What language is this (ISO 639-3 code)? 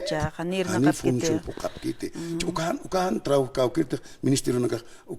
aym